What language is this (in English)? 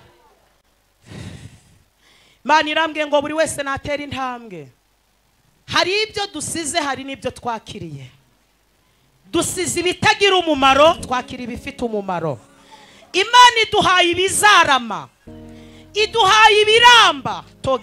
Kinyarwanda